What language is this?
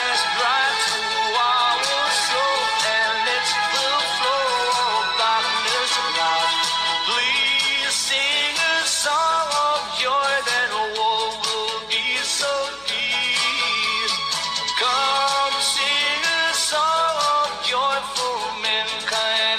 English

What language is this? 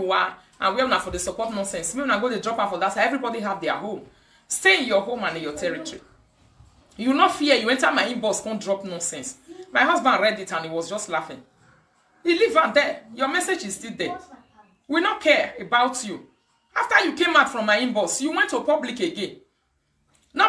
Nigerian Pidgin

